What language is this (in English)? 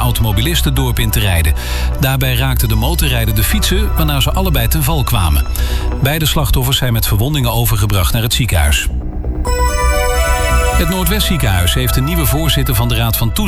Dutch